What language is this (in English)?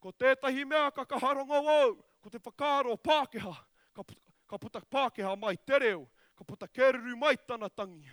Māori